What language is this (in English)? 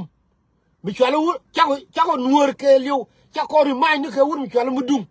Nuer